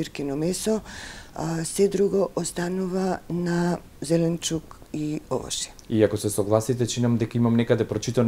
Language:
Macedonian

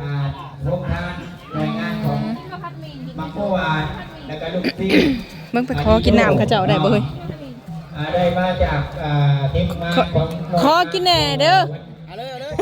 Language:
Northeastern Thai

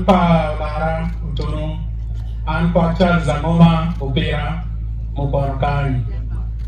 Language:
Acoli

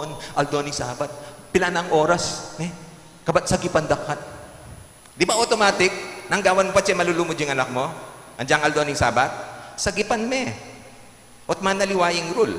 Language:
Pampanga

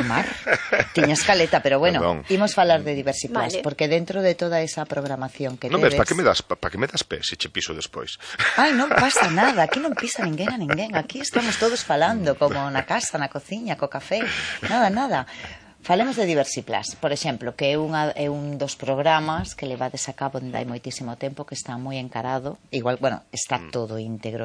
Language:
Galician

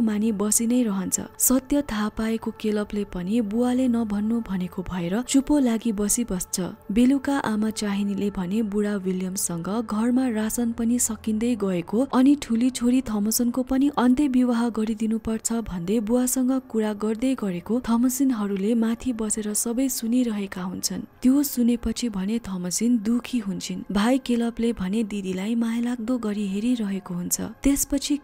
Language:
Nepali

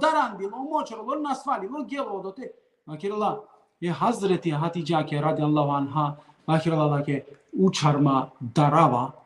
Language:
Balkan Romani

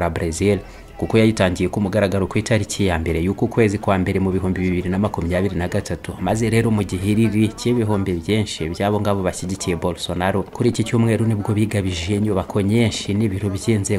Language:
Kinyarwanda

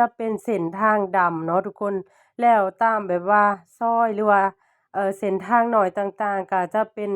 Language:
Lao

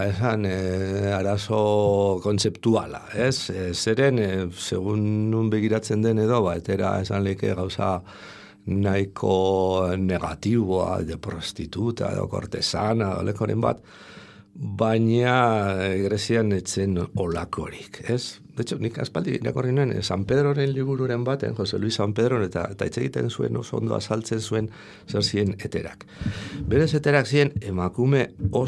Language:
Basque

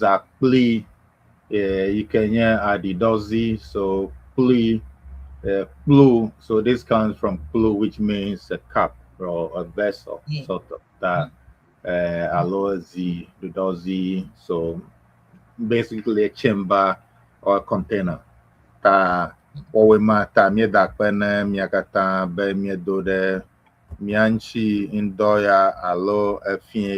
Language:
Ewe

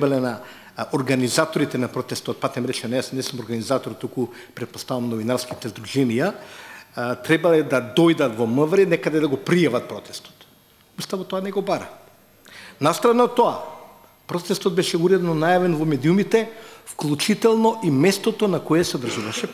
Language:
Macedonian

